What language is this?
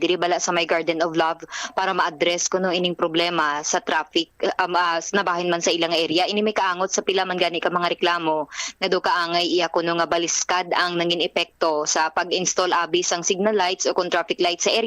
Hiligaynon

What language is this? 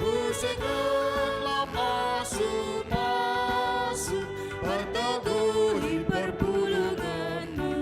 Batak Karo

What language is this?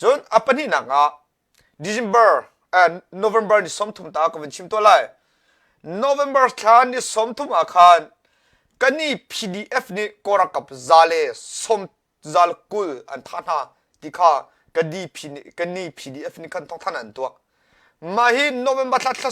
Hakha Chin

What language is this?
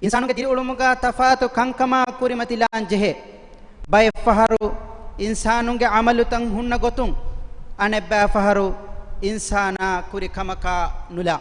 Divehi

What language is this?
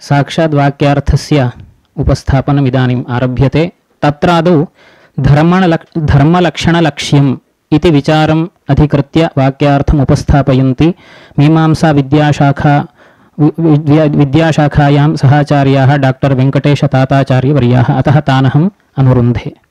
Sanskrit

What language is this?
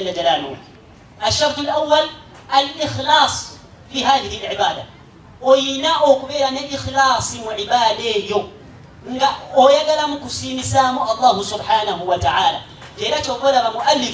Ganda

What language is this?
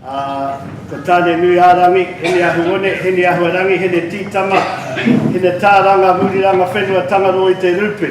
Māori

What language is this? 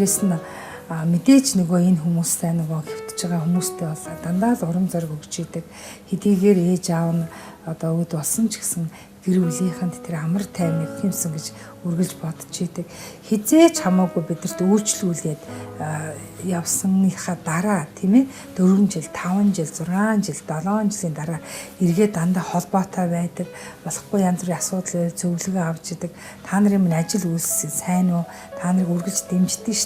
Mongolian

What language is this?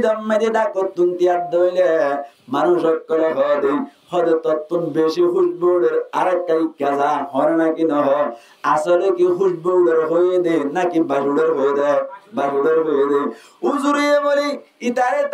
Rohingya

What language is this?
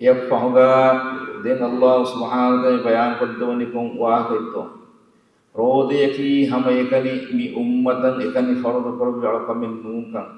Divehi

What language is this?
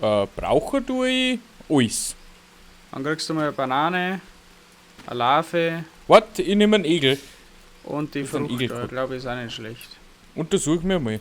Bavarian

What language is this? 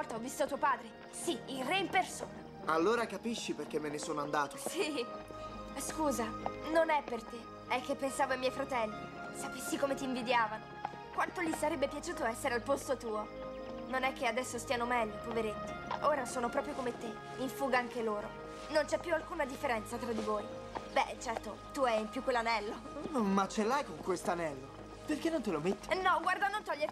Italian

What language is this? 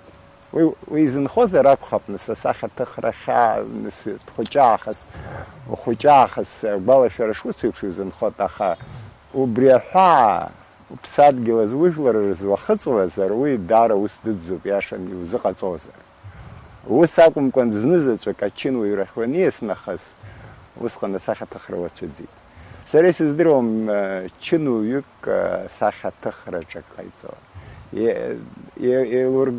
Abkhazian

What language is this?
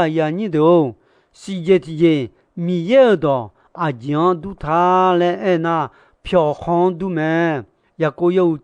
Akha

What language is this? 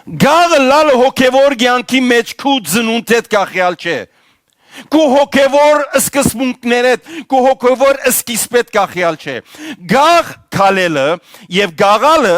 Western Armenian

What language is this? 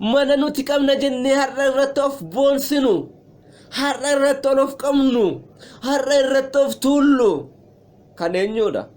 Oromo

